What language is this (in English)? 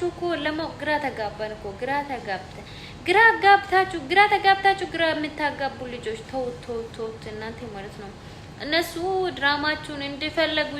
Amharic